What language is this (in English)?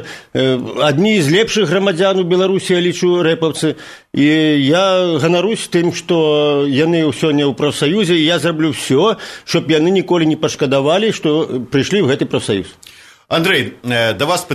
Belarusian